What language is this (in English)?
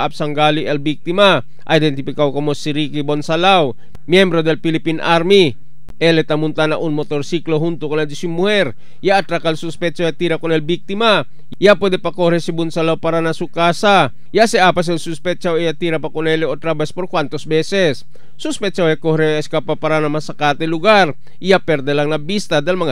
Chavacano